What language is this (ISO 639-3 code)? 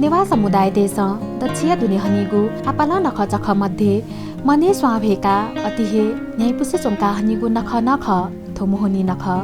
new